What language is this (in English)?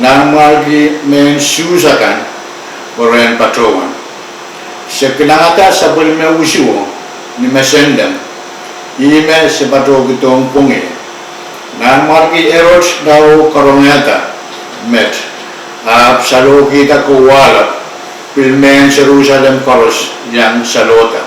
Pohnpeian